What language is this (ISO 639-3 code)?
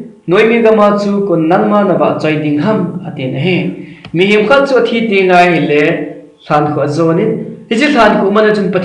tcz